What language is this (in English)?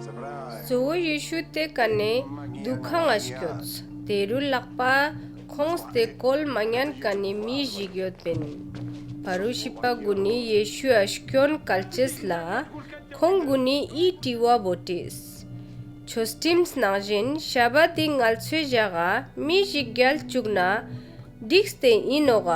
Ladakhi